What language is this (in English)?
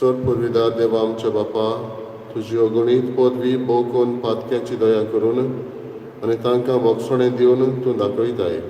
Konkani